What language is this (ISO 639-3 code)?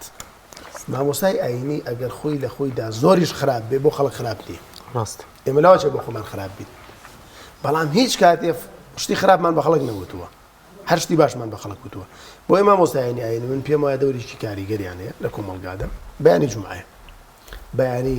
ckb